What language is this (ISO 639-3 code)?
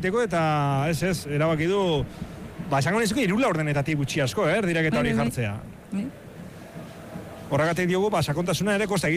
eus